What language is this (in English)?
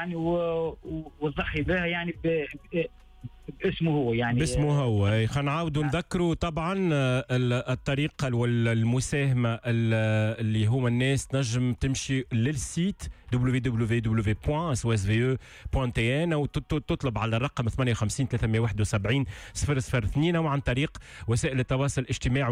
Tunisian Arabic